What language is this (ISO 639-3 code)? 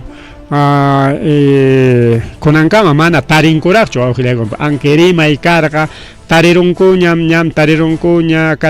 quy